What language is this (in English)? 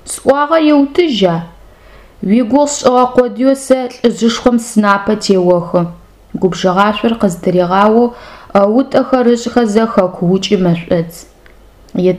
Adyghe